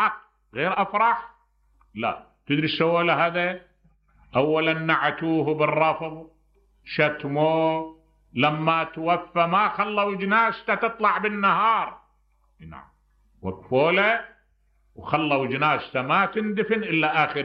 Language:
Mesopotamian Arabic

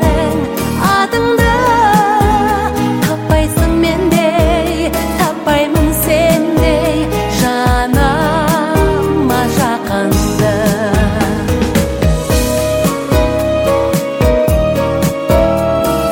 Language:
Kazakh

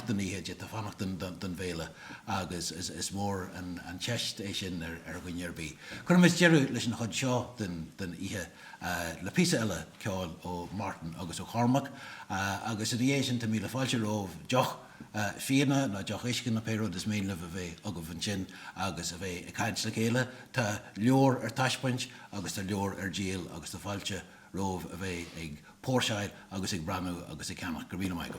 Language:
Irish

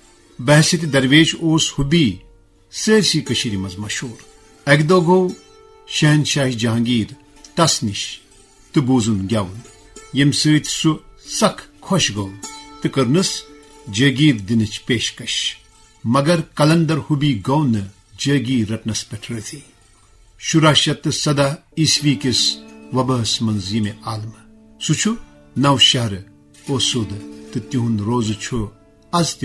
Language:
Kashmiri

